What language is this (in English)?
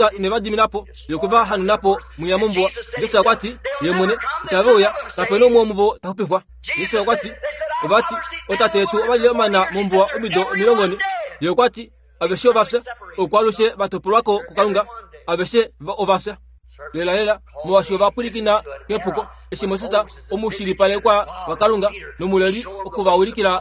Kuanyama